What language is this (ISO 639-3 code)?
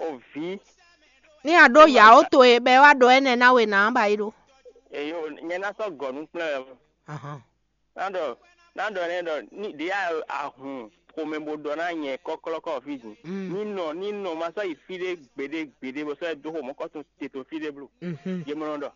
fon